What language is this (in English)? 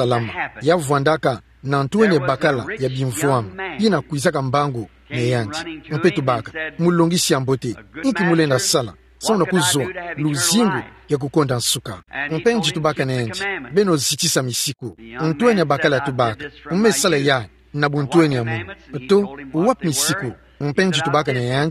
Kituba (Democratic Republic of Congo)